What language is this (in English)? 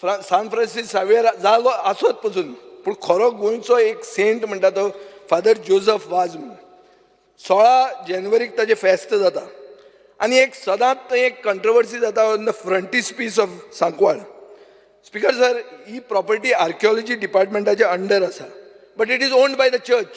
Konkani